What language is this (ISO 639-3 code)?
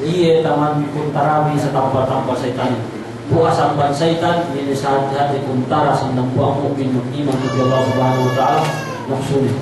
yka